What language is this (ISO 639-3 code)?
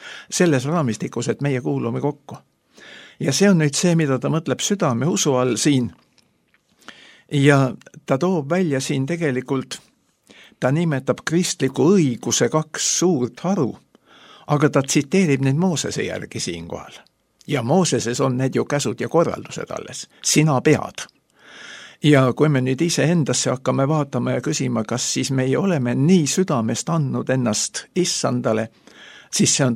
est